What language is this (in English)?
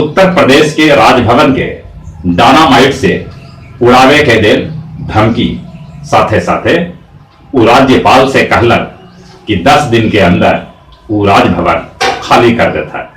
Magahi